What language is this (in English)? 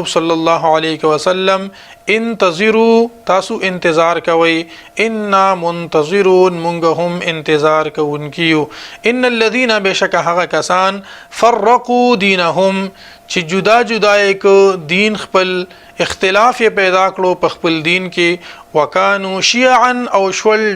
Pashto